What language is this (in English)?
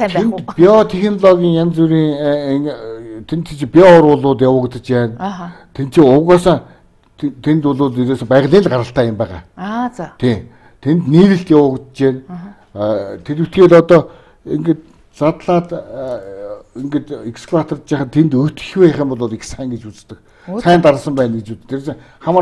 Mongolian